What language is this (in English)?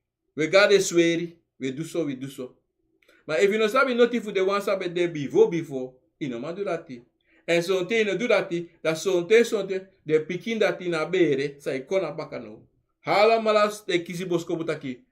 Sranan Tongo